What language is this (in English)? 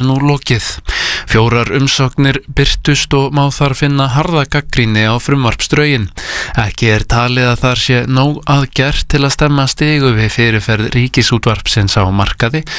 Icelandic